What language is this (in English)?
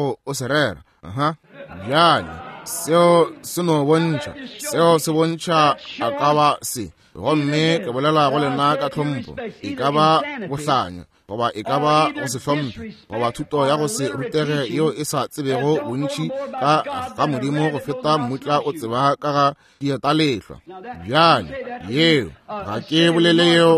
Northern Sotho